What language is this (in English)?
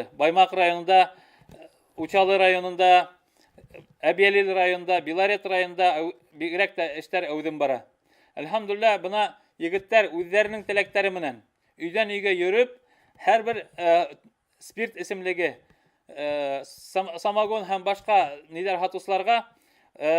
Bashkir